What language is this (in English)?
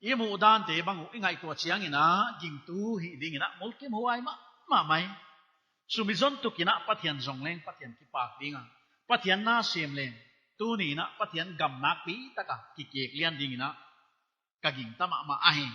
Paite Chin